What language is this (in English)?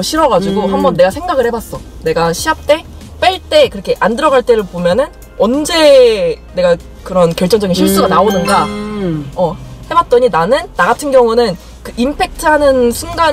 Korean